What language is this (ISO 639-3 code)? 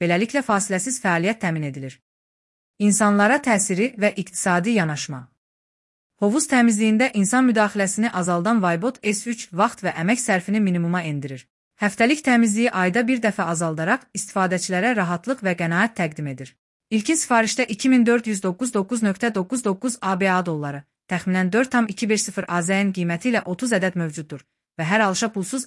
aze